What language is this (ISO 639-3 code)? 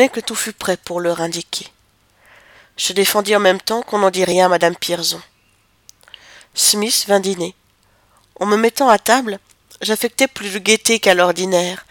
fra